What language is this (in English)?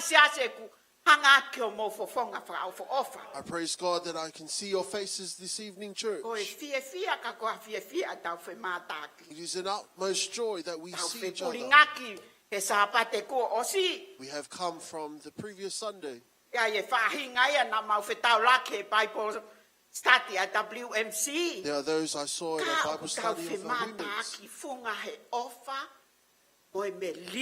Tongan